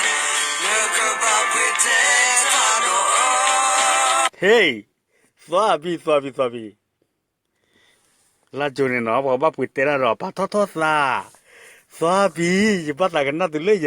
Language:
S'gaw Karen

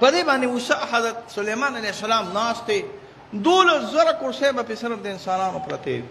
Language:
Pashto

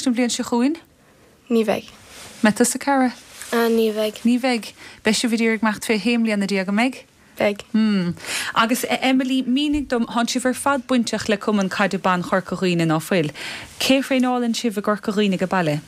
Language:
Irish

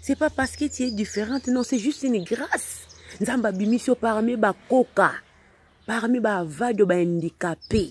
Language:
Lingala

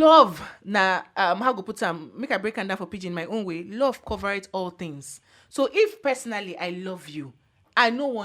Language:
Nigerian Pidgin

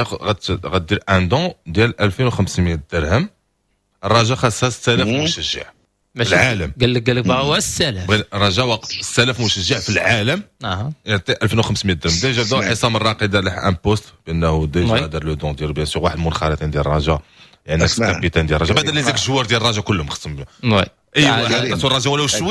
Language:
Moroccan Arabic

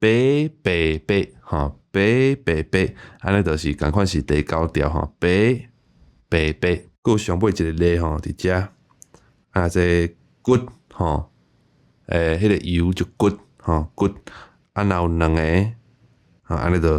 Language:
Min Nan Chinese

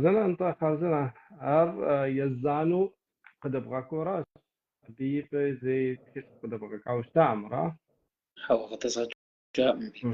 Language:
Kabardian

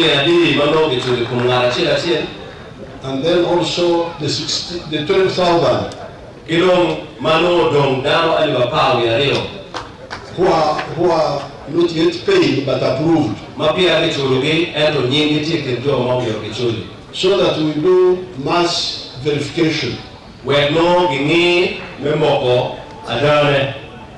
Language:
Acoli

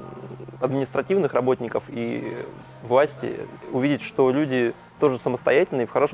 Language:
Russian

